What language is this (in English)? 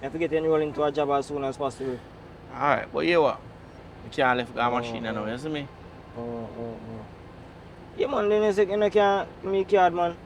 Jamaican Creole English